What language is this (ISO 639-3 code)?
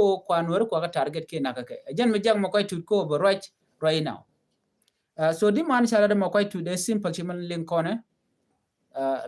nus